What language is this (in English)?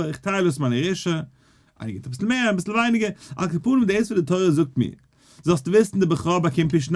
Yiddish